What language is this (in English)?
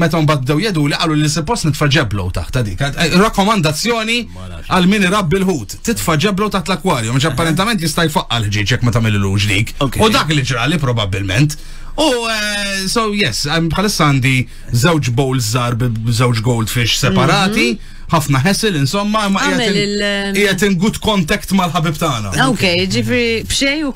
Maltese